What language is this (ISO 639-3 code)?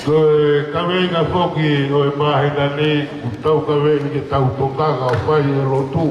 ton